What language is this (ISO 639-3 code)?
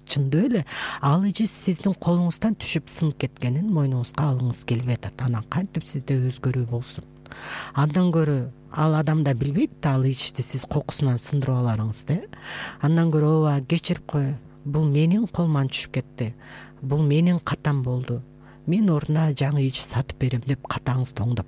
kir